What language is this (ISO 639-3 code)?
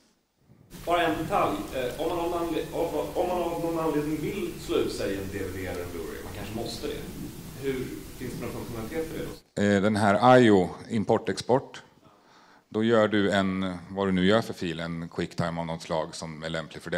swe